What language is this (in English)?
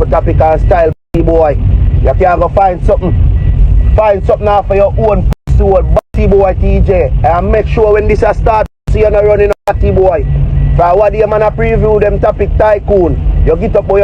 Jamaican Creole English